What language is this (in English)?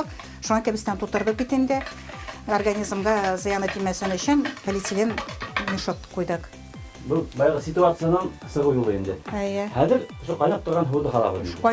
Bashkir